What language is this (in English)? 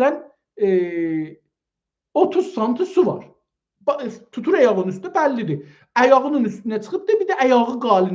South Azerbaijani